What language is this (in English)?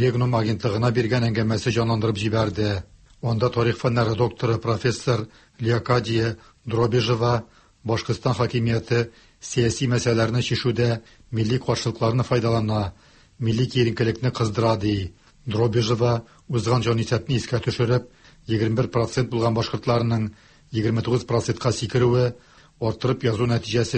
Tatar